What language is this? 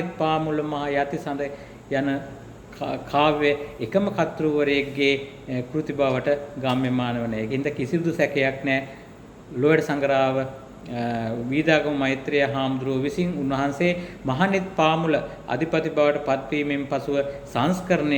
Sinhala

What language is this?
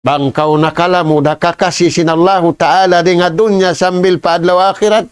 Tausug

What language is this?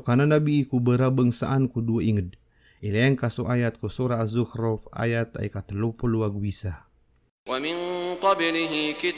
Maranao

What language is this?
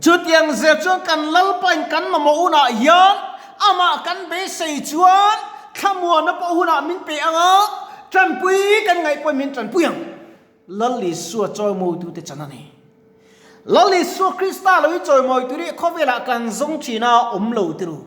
Mizo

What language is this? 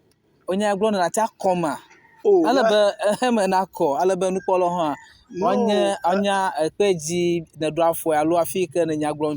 Ewe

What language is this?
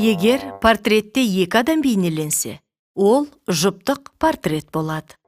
Kazakh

